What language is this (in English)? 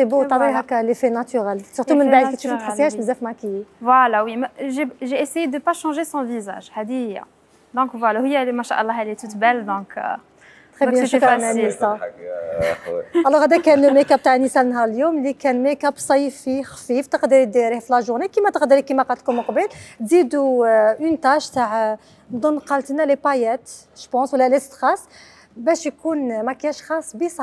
Algerian Arabic